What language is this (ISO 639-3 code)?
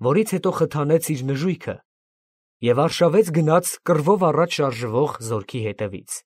hye